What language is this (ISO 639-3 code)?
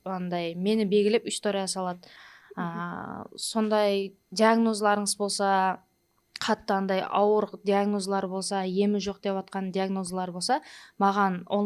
kaa